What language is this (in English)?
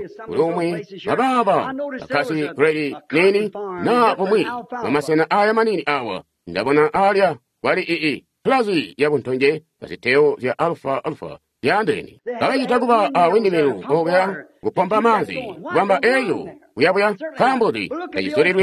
Tonga (Zambia)